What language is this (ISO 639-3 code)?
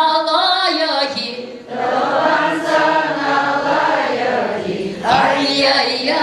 chv